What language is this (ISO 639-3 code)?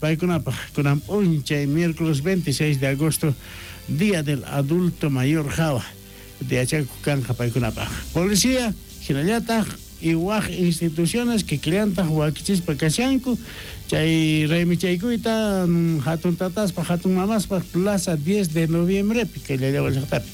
quh